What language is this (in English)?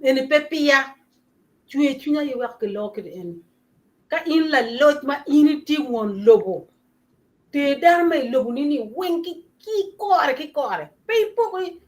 Acoli